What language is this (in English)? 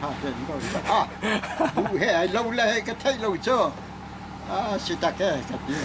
Hakha Chin